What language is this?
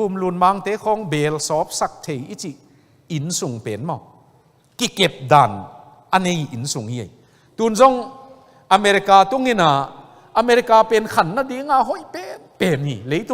Tedim Chin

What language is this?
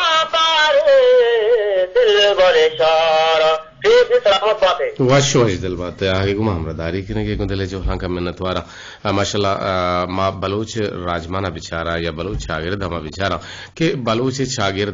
Eastern Balochi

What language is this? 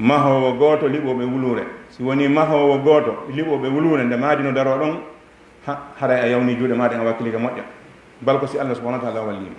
Fula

